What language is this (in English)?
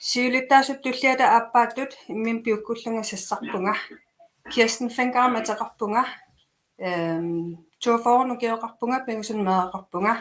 Kalaallisut